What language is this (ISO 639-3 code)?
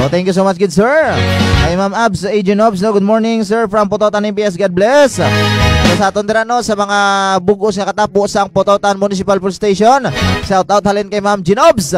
hil